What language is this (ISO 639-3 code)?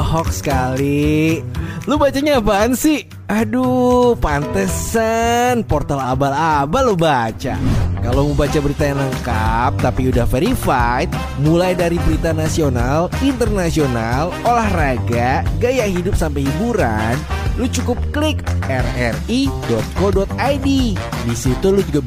ind